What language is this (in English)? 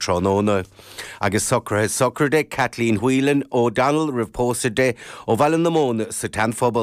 Irish